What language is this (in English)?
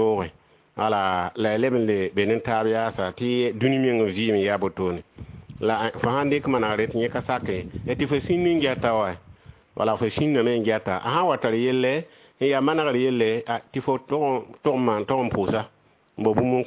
Mossi